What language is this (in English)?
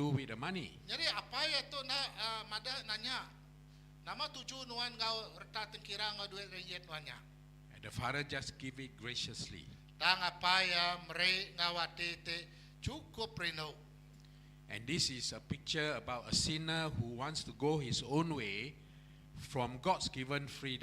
Iban